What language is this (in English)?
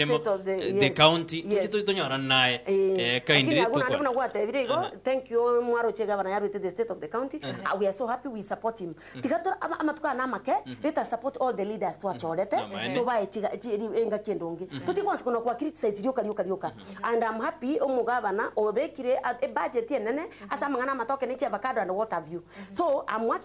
Gusii